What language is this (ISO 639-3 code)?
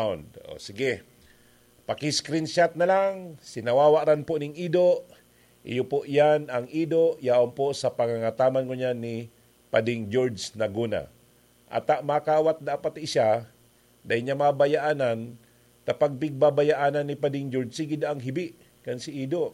bik